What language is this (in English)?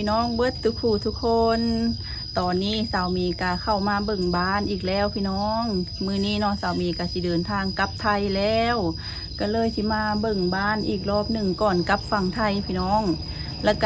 Lao